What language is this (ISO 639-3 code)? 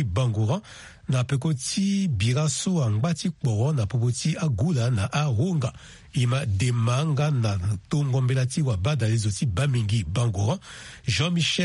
sag